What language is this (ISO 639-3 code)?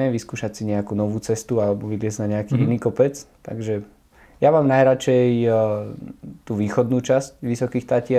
slk